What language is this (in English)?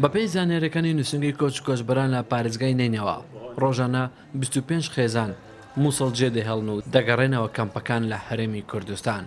Central Kurdish